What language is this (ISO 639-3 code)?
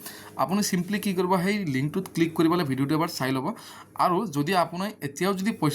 asm